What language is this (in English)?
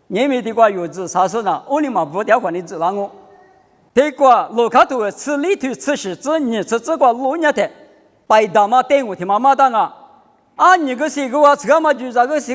Lisu